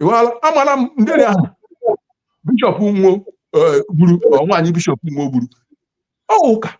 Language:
Igbo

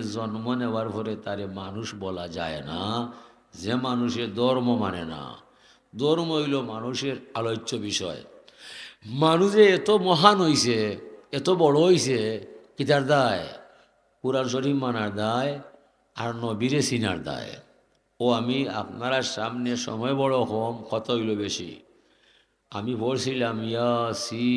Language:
Sylheti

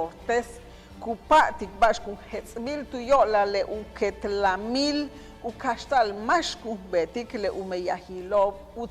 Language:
Yucateco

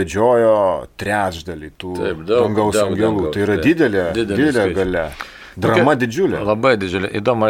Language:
Lithuanian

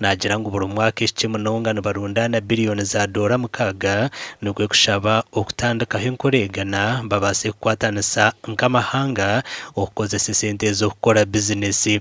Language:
Nyankole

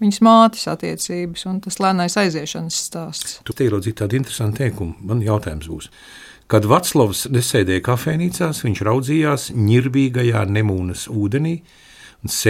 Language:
Latvian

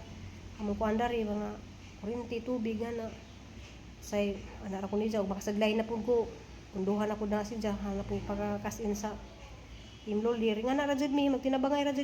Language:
Cebuano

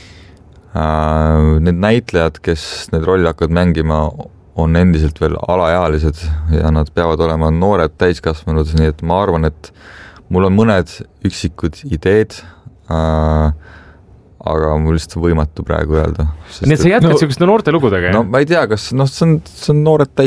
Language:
Estonian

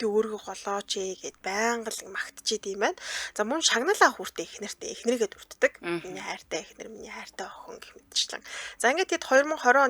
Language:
Mongolian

